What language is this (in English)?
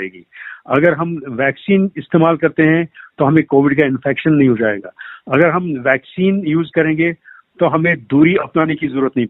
Hindi